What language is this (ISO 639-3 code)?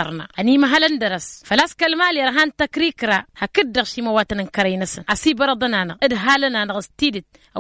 taq